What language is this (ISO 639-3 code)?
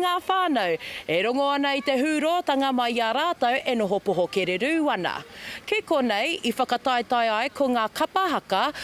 mri